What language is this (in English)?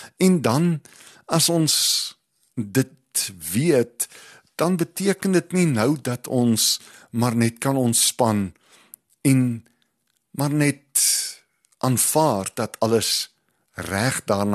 Afrikaans